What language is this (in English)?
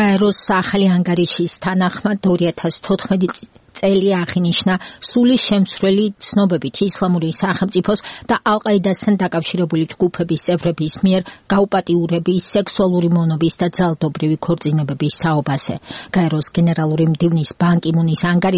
Georgian